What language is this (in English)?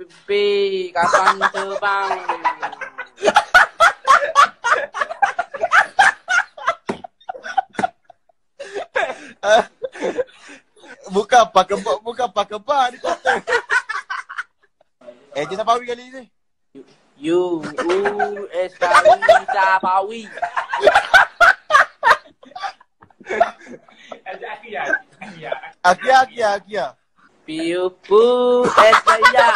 Malay